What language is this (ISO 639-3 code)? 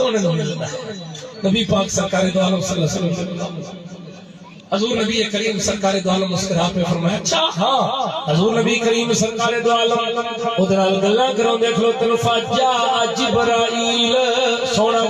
skr